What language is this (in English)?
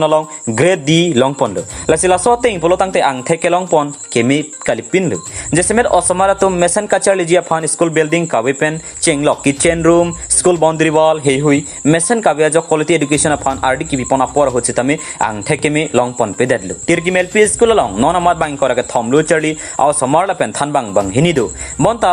Karbi